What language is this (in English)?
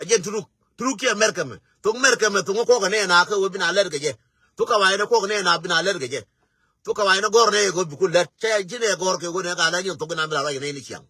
Nuer